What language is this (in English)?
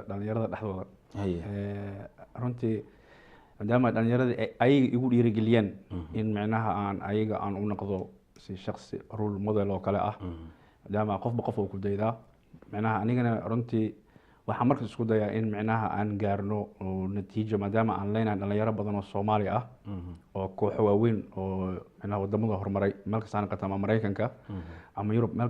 Somali